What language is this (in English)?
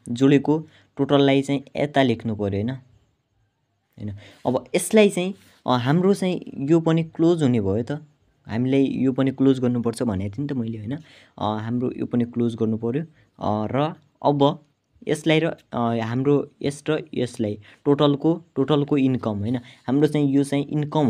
Nepali